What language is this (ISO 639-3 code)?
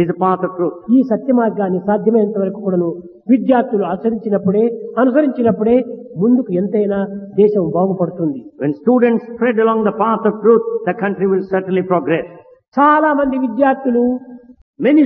tel